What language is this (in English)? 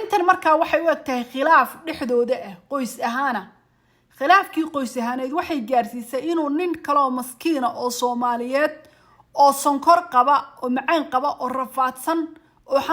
Somali